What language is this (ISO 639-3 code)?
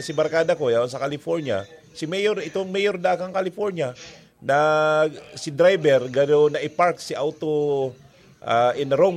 bik